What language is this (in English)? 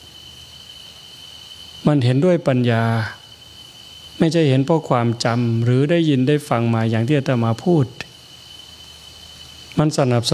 Thai